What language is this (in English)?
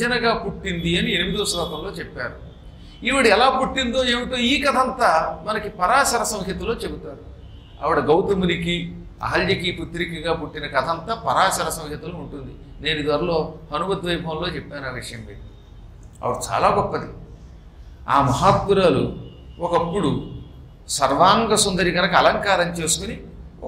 Telugu